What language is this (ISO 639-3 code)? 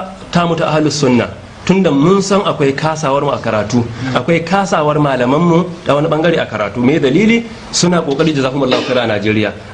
hau